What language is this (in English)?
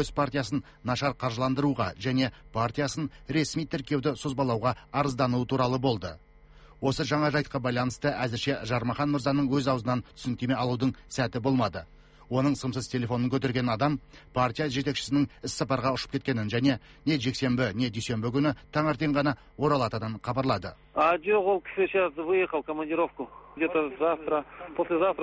Kazakh